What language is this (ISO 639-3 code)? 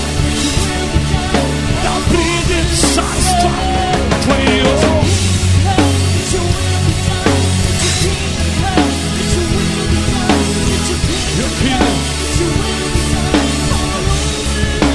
rus